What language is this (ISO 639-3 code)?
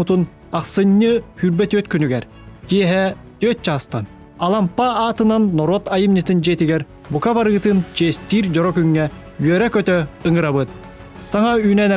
sah